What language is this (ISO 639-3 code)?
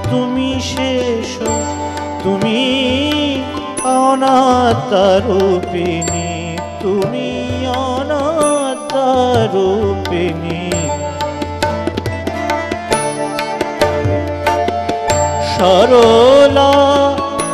ben